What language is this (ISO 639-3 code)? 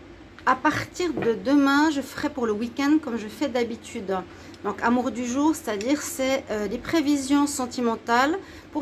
fra